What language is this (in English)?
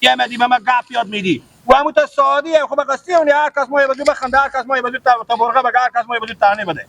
Persian